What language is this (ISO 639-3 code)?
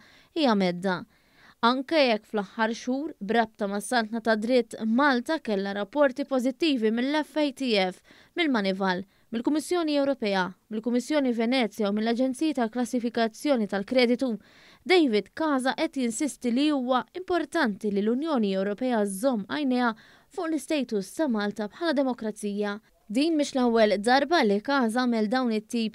mlt